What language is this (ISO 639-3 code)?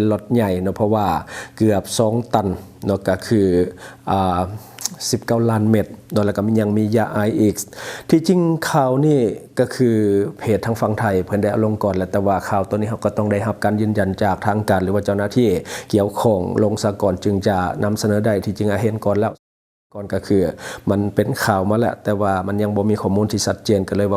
lao